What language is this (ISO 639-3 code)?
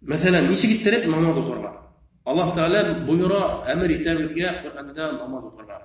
bak